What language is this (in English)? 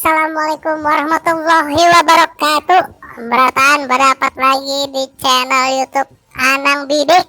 Banjar